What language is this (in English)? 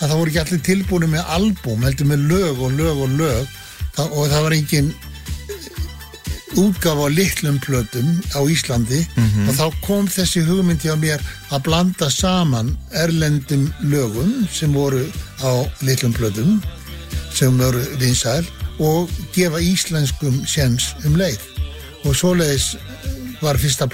Icelandic